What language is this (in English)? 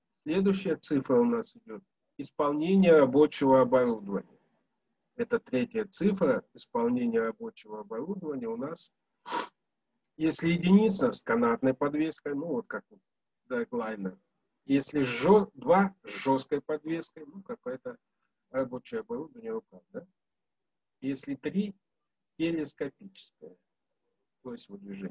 Russian